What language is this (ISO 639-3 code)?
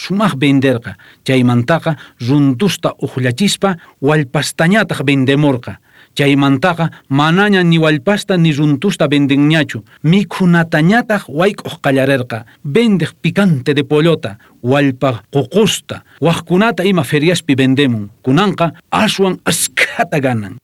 quh